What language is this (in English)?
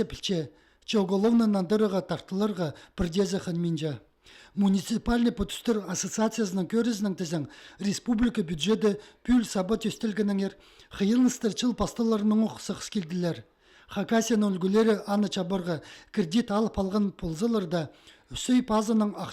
Khakas